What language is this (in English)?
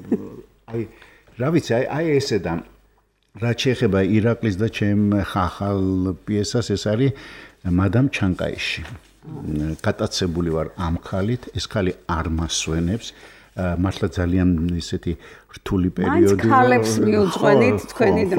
Georgian